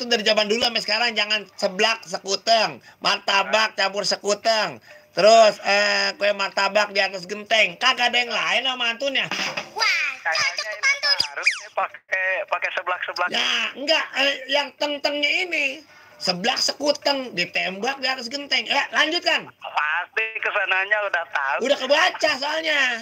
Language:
Betawi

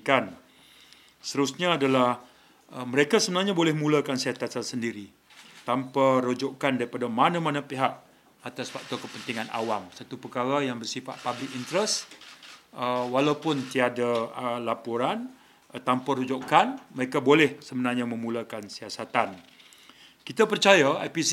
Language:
Malay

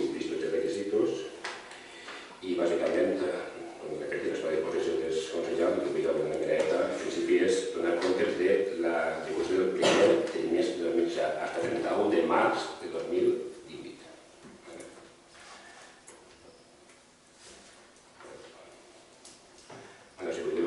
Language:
Catalan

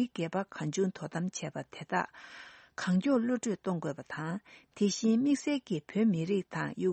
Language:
Tibetan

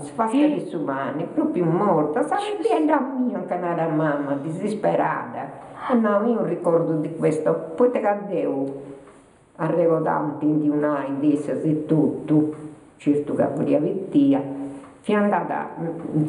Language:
Sardinian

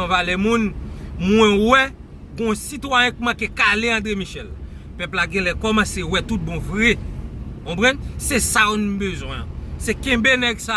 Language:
Haitian Creole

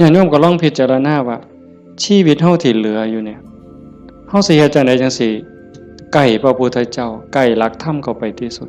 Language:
Northeastern Thai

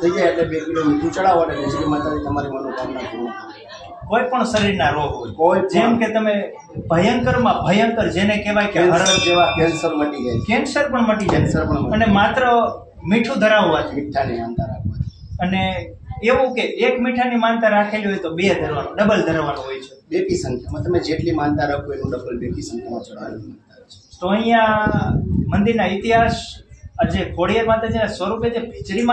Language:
Gujarati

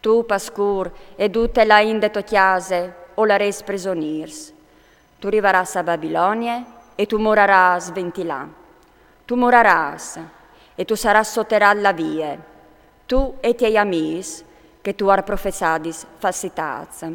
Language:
Friulian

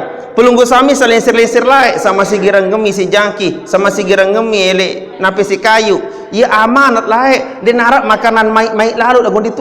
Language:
Sasak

